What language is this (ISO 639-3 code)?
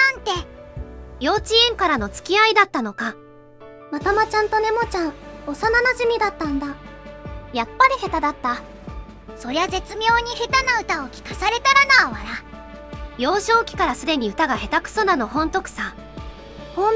jpn